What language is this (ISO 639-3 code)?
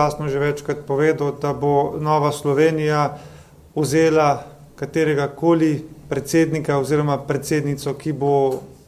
slv